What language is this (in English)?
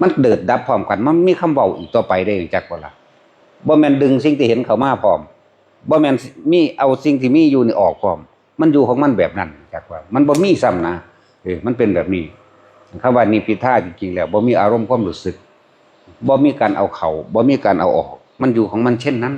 Northeastern Thai